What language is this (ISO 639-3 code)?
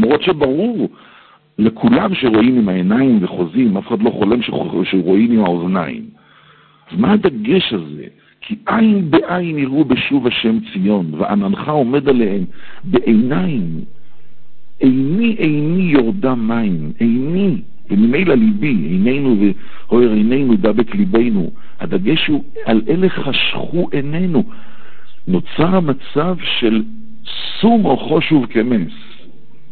heb